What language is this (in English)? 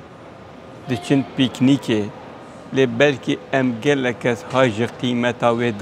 Kurdish